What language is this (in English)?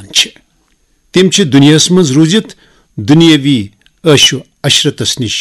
Kashmiri